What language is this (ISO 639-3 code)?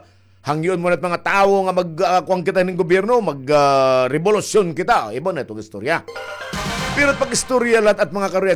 war